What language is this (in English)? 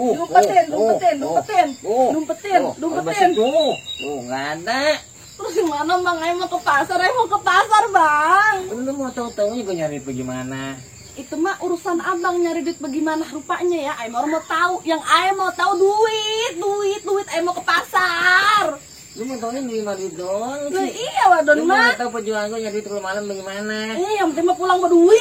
Betawi